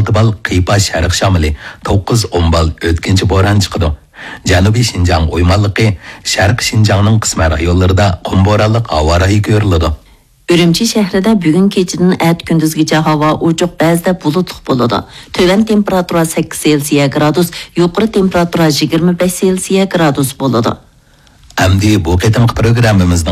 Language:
Uyghur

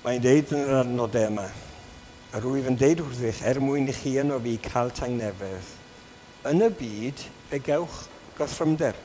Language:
Welsh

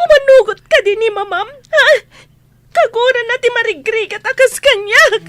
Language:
Iloko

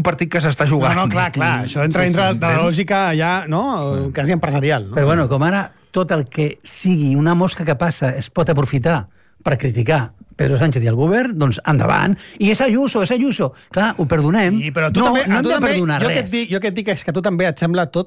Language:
Catalan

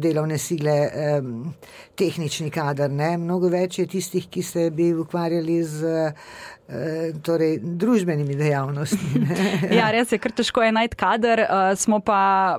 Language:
Slovenian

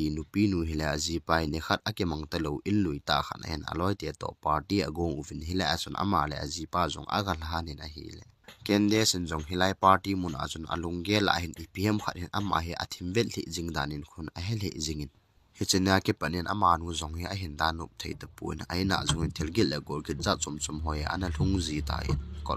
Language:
Thado Chin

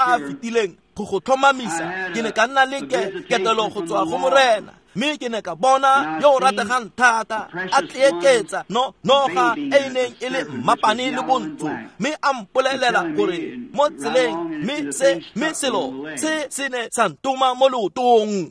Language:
Tswana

